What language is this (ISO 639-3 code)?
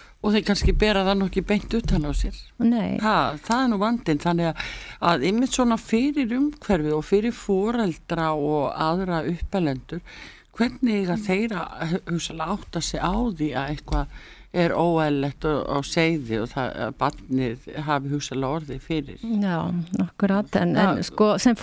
isl